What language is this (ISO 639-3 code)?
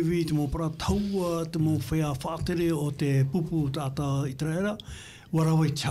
tah